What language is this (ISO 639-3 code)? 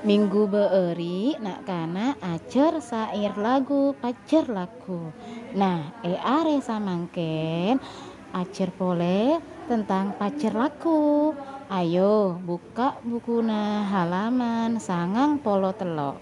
mad